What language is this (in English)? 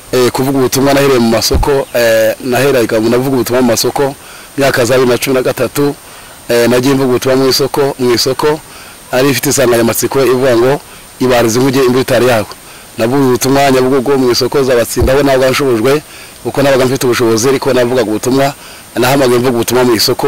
Kinyarwanda